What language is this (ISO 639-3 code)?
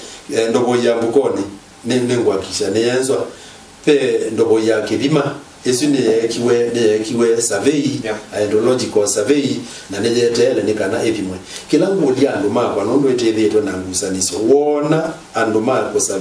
kam